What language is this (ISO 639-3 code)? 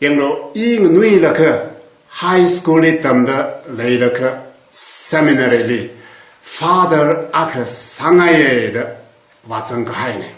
nmf